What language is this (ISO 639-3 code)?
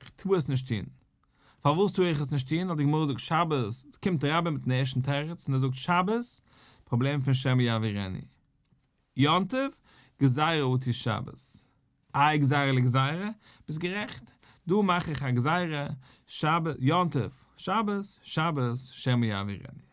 yid